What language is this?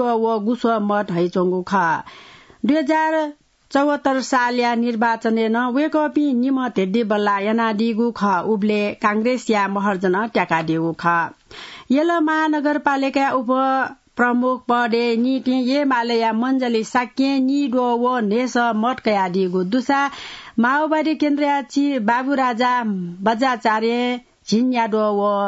Newari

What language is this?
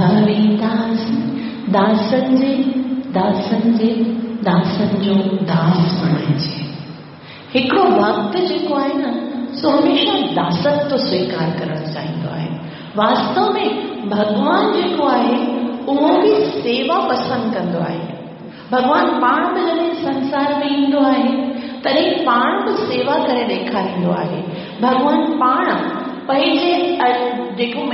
Sindhi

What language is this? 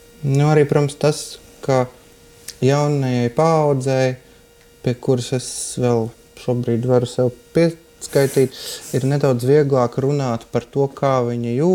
Latvian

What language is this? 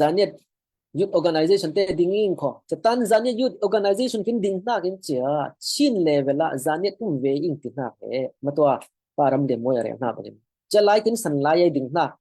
Falam Chin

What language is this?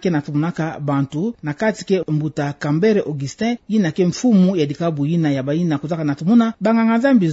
Kituba (Democratic Republic of Congo)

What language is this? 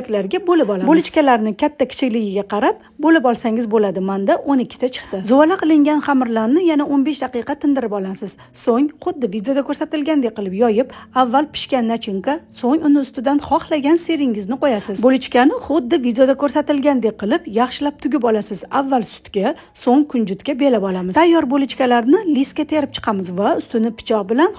Uzbek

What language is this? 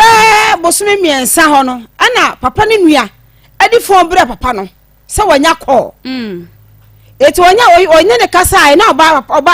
Akan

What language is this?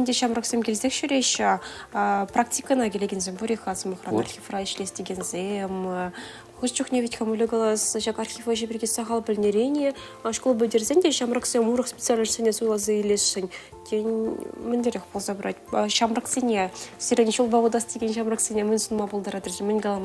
Chuvash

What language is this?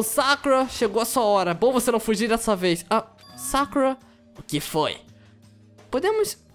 Portuguese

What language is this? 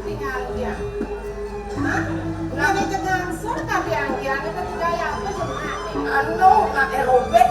Balinese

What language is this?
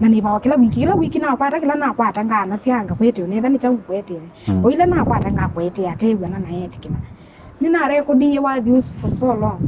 Kamba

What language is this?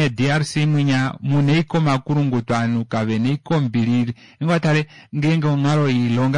Kuanyama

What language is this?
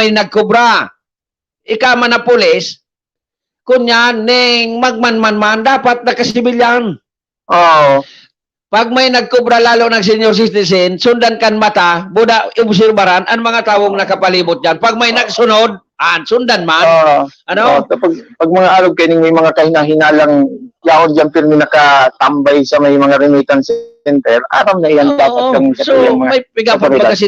Bikol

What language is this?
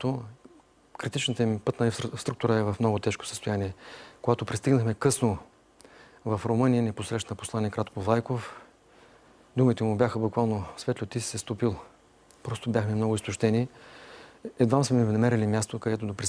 Bulgarian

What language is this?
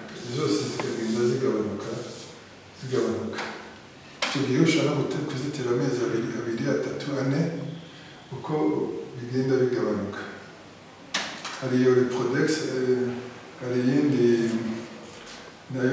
Kinyarwanda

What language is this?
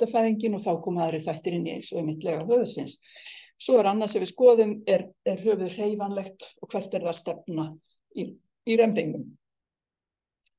Icelandic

